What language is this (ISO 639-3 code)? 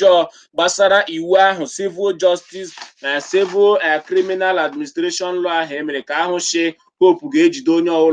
ibo